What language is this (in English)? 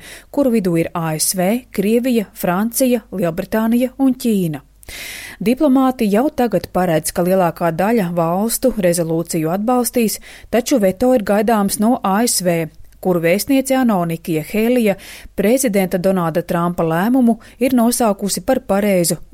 Latvian